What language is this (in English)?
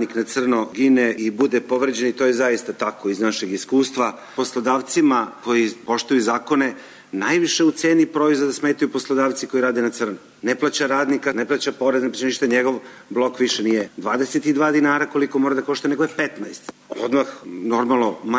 Serbian